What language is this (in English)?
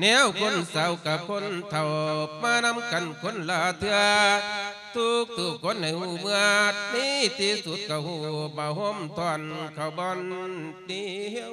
Lao